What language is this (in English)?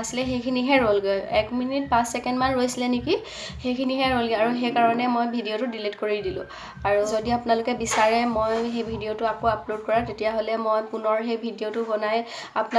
Assamese